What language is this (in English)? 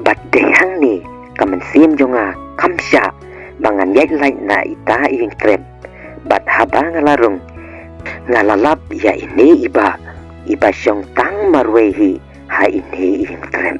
Khasi